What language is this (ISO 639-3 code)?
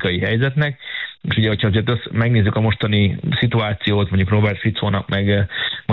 hun